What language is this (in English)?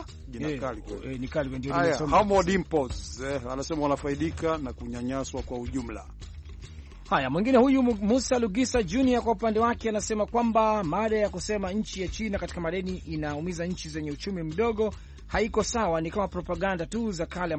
Swahili